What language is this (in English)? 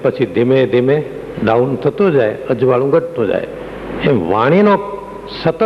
Gujarati